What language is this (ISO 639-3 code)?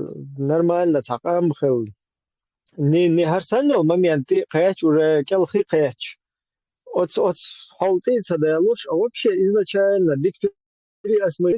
che